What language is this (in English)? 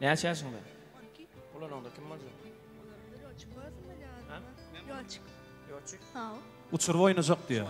Turkmen